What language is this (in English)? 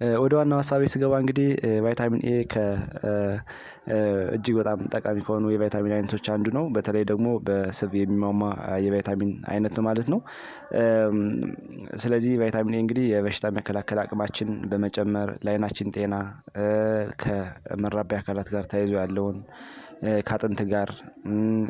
Amharic